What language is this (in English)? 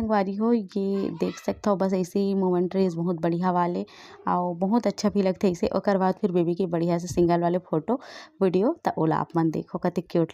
Chhattisgarhi